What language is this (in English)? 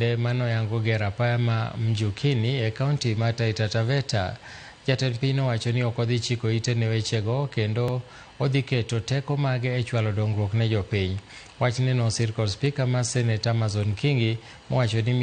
Luo (Kenya and Tanzania)